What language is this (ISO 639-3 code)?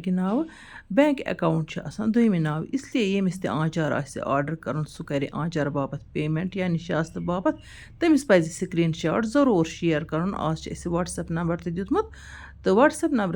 kas